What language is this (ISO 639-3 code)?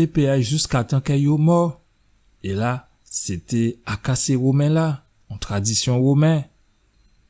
gcf